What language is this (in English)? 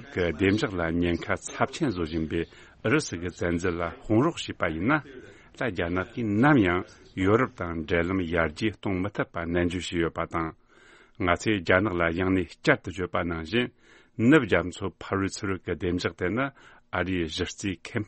Tibetan